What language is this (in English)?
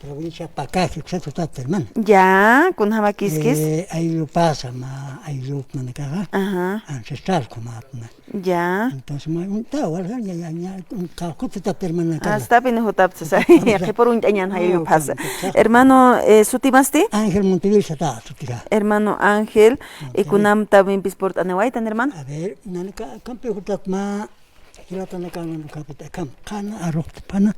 Aymara